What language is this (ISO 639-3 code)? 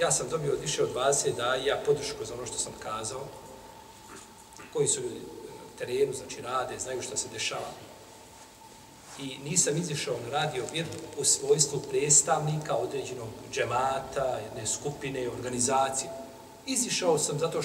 bos